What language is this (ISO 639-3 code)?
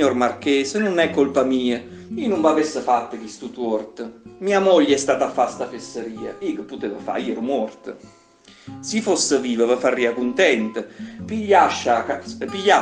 nap